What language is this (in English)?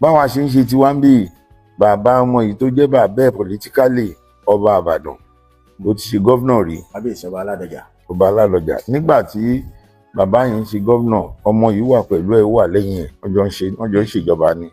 Yoruba